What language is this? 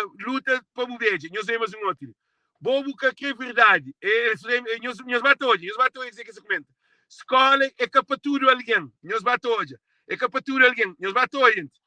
Kabuverdianu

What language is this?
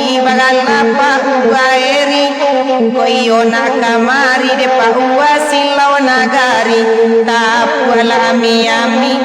Minangkabau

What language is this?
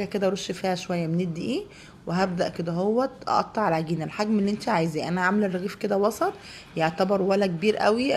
Egyptian Arabic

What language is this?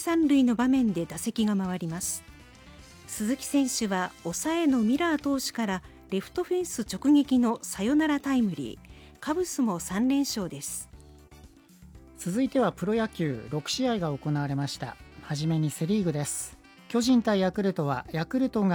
Japanese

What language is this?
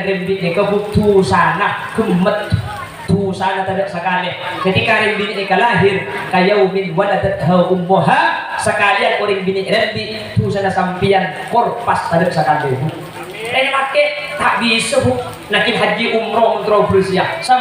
Madurese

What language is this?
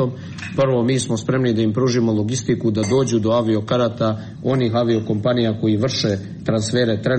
Serbian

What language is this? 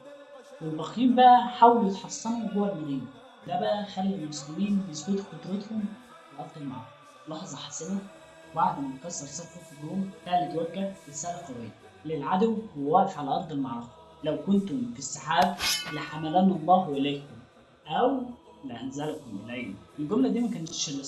Egyptian Arabic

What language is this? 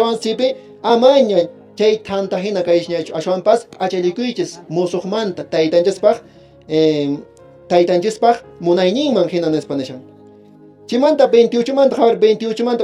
Quechua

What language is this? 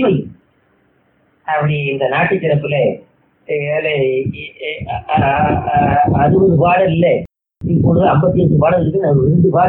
Tamil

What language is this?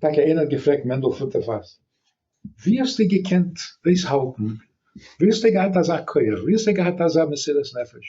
Yiddish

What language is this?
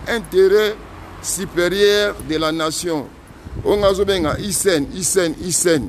Lingala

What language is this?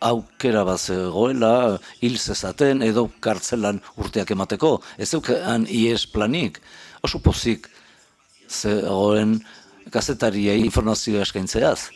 Basque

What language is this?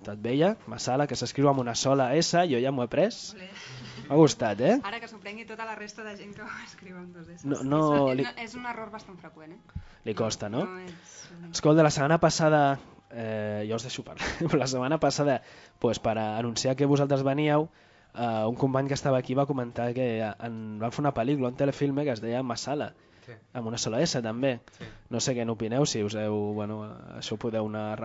Catalan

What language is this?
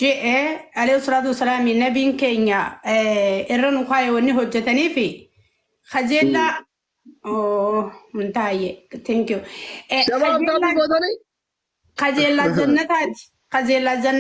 Oromo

